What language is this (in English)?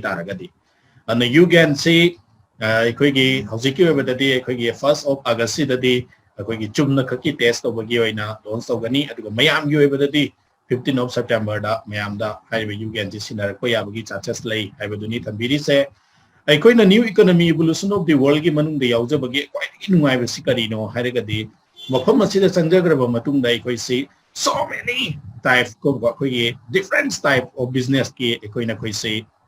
Manipuri